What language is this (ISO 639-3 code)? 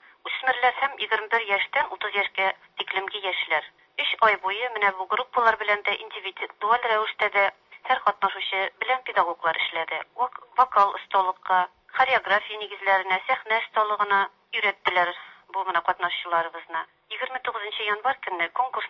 tat